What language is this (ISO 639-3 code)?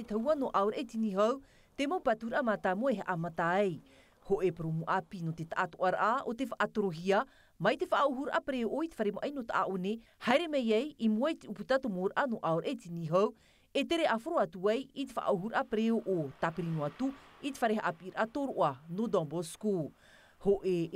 tah